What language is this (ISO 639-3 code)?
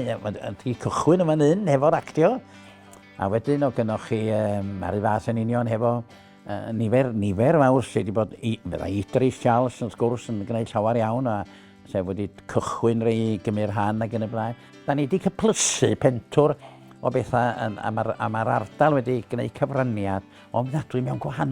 cym